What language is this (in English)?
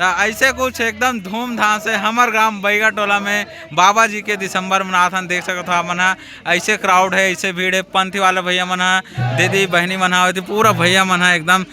Chhattisgarhi